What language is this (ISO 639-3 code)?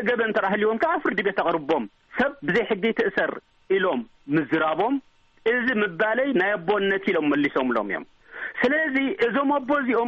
tir